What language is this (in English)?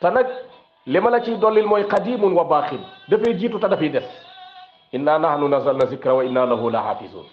Wolof